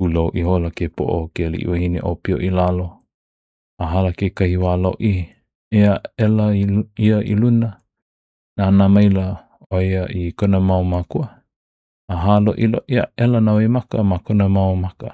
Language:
Hawaiian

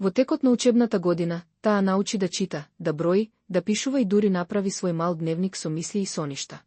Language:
Macedonian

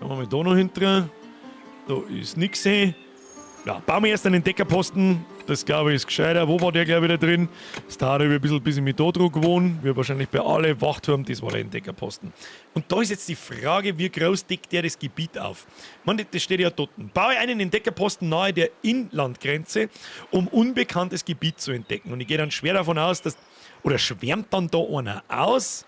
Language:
Bavarian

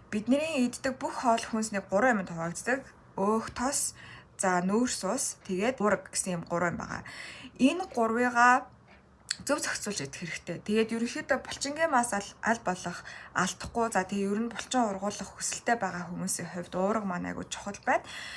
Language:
Mongolian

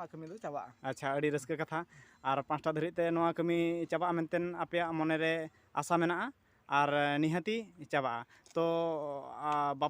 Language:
Santali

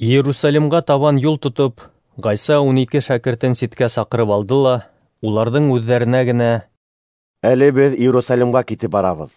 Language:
Bashkir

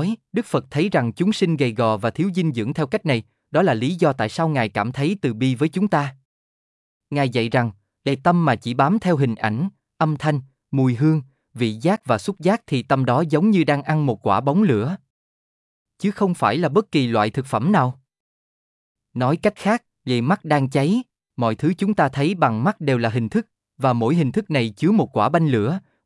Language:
Vietnamese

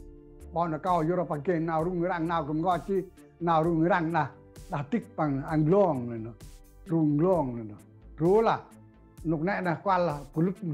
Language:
Central Mnong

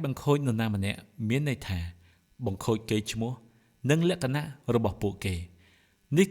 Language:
Khmer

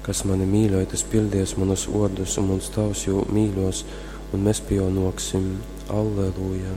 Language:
Latgalian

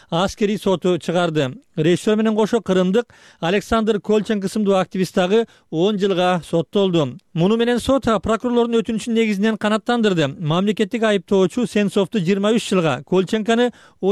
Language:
Kyrgyz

